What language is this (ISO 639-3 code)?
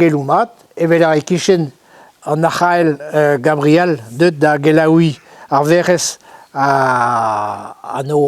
bre